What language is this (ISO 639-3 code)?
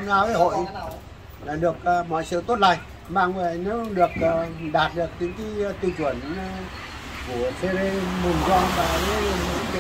vie